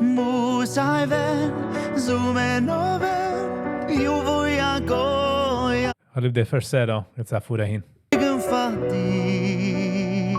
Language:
Yiddish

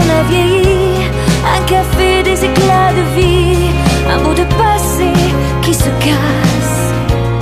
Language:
French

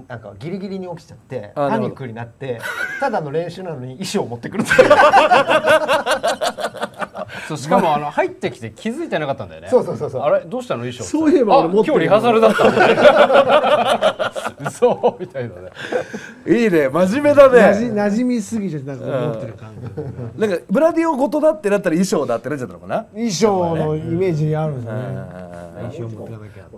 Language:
Japanese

